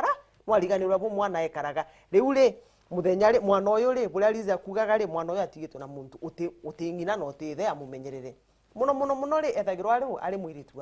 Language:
Meru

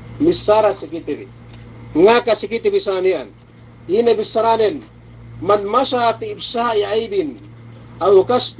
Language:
Yakan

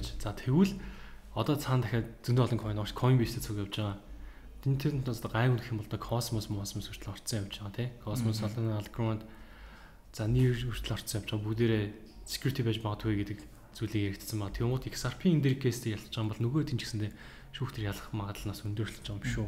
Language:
Mongolian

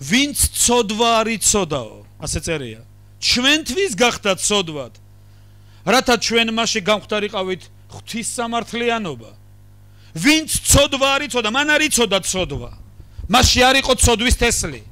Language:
Georgian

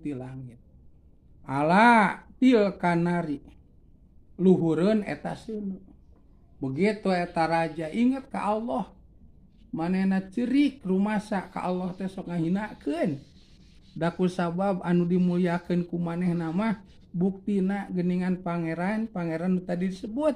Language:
Sundanese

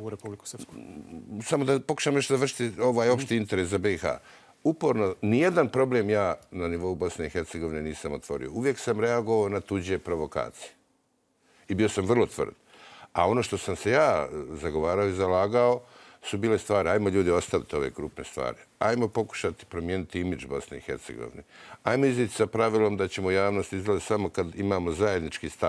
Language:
Bosnian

